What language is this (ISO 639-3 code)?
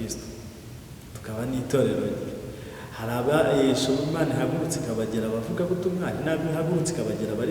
kin